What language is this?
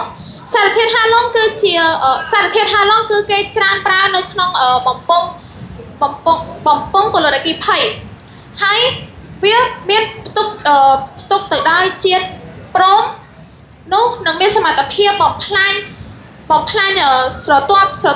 Khmer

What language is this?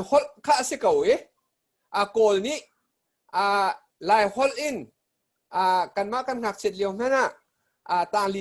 Hakha Chin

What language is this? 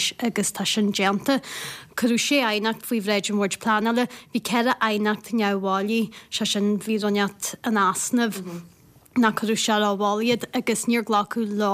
Irish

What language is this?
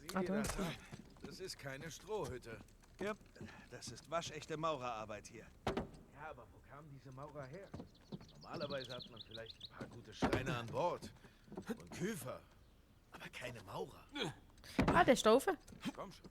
Swiss German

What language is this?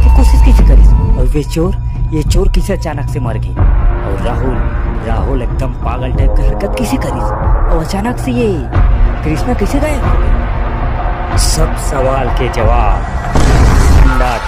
Chhattisgarhi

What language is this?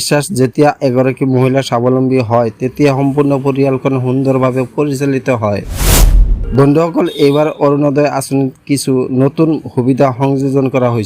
Assamese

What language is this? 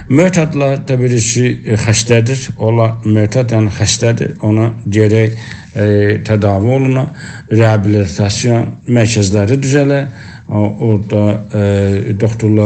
South Azerbaijani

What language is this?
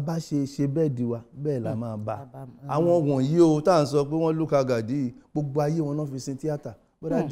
Yoruba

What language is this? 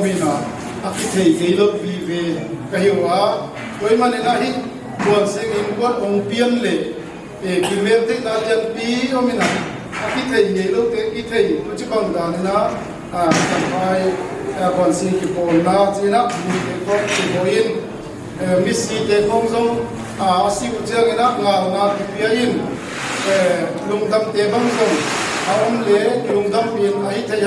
Tedim Chin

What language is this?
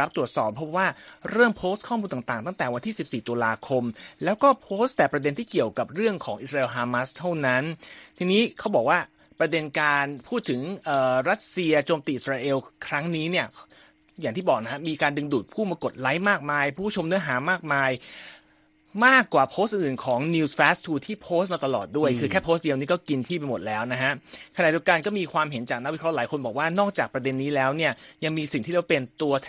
Thai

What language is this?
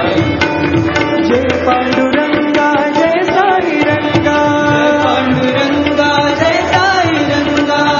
Telugu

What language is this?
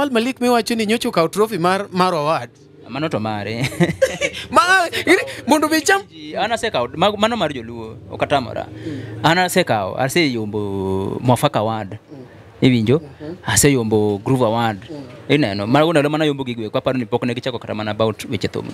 Luo (Kenya and Tanzania)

